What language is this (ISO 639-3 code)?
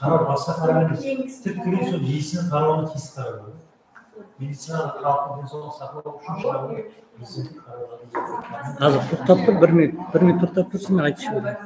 kaa